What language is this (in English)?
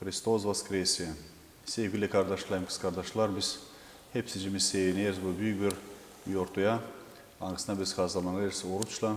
Gagauz